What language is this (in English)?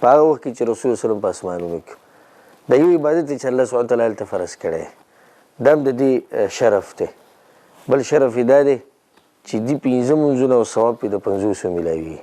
Pashto